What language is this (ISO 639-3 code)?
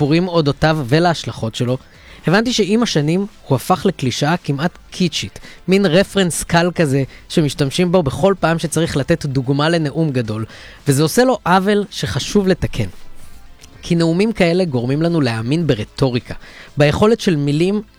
heb